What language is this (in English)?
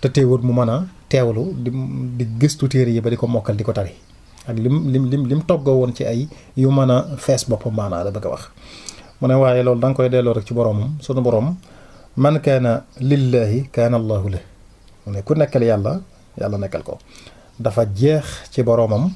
Wolof